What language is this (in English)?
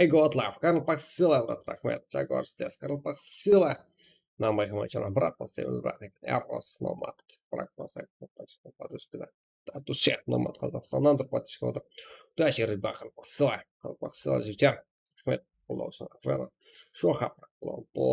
Kara-Kalpak